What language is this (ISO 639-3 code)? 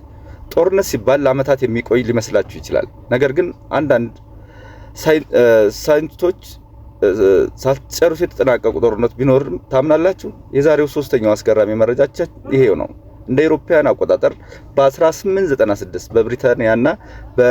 amh